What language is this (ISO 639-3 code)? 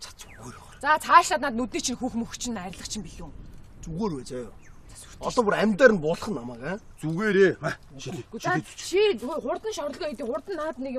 mon